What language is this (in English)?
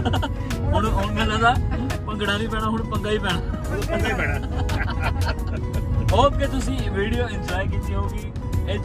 Punjabi